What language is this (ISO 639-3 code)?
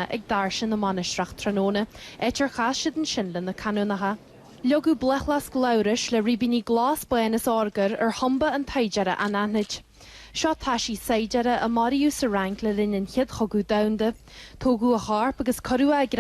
gle